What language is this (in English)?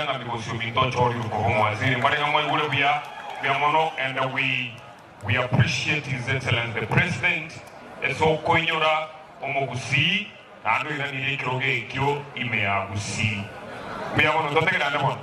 Gusii